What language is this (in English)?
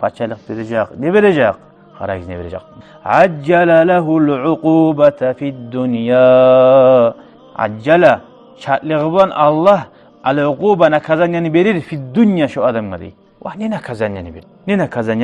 Kumyk